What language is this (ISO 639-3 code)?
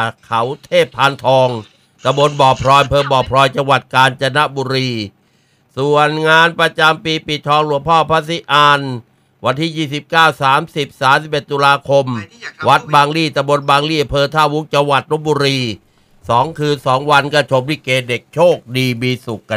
tha